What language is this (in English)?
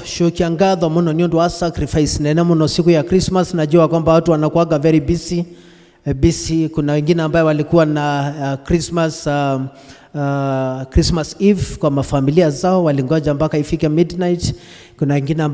Kikuyu